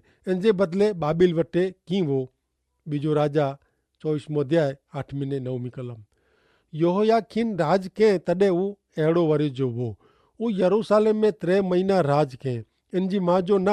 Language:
Kachhi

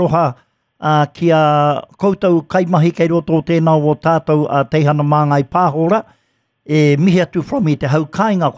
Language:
Māori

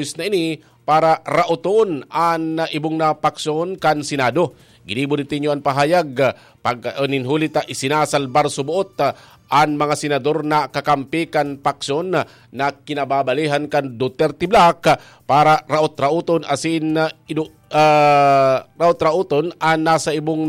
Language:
Bikol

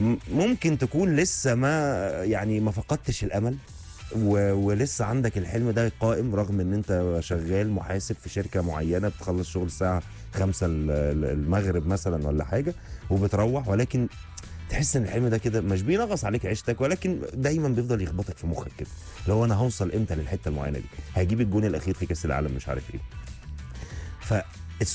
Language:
Egyptian Arabic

